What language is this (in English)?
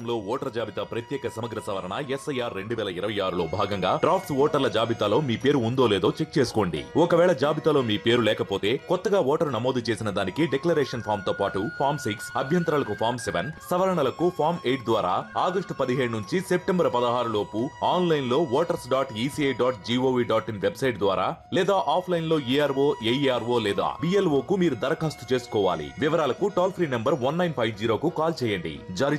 Telugu